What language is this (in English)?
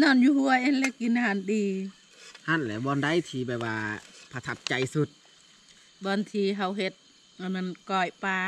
Lao